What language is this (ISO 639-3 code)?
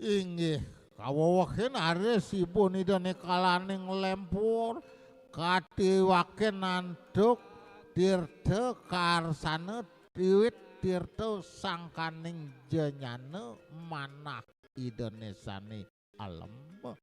ban